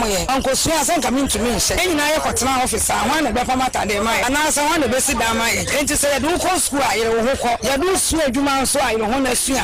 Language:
Akan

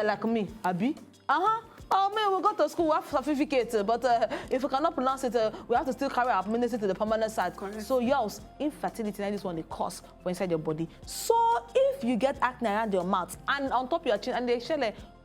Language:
Nigerian Pidgin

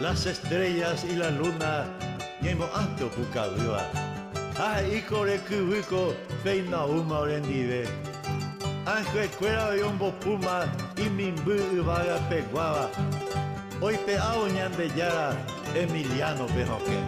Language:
Guarani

